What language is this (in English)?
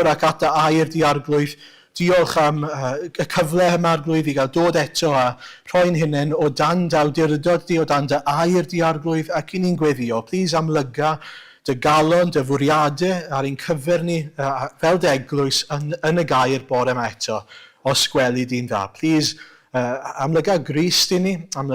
Welsh